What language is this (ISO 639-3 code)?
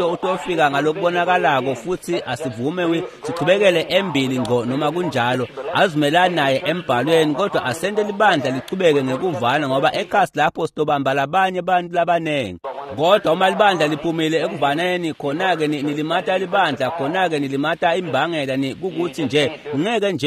ssw